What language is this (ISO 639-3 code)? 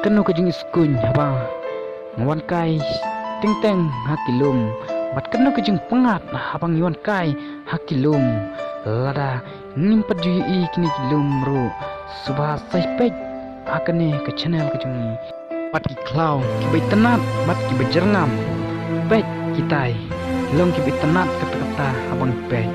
kha